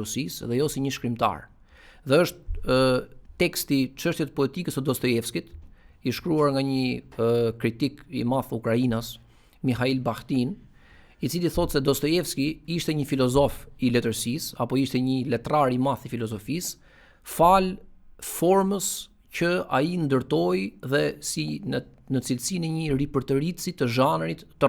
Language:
Albanian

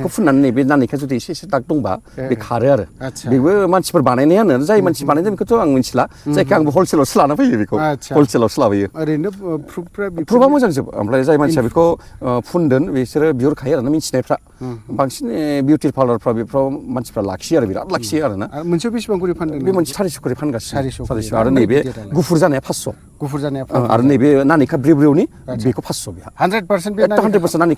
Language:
Bodo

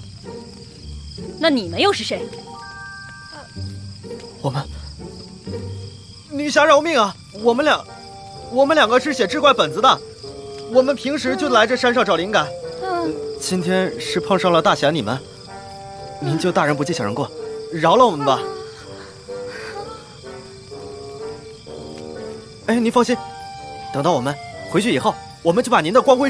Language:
Chinese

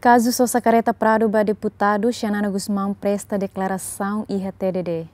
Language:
Tetum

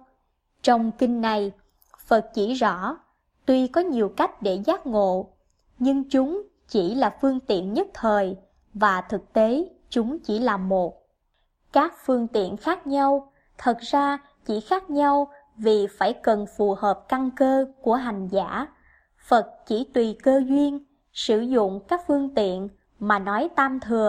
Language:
Vietnamese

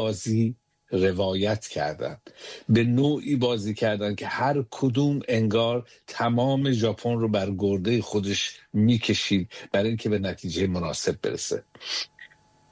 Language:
Persian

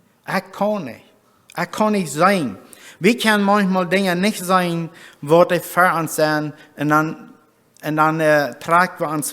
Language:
Plautdietsch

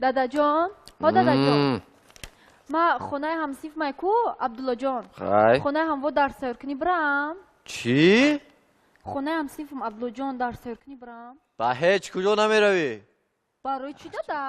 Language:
Tajik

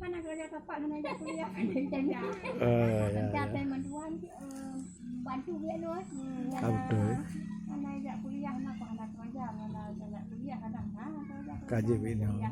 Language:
Achinese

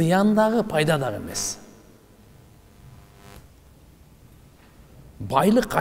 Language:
Kyrgyz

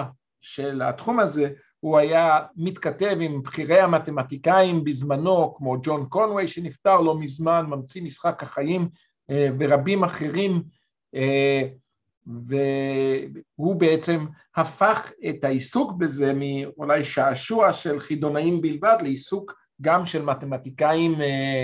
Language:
Hebrew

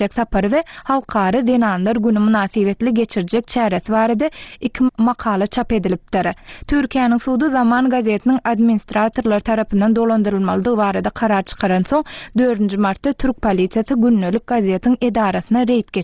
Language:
Turkmen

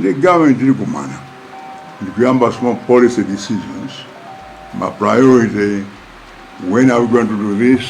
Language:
Nyanja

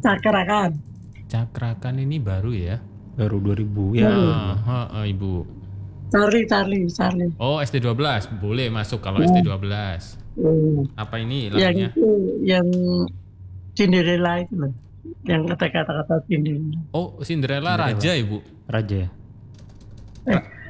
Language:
Indonesian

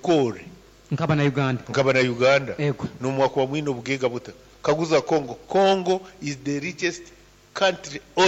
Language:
Nyoro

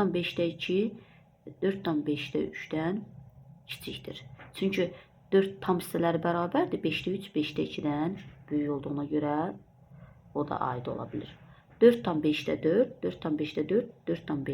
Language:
Azerbaijani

